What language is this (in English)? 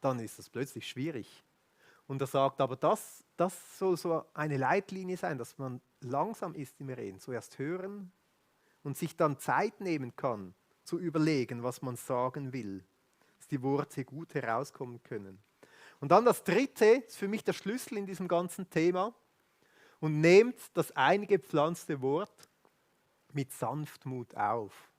Swiss German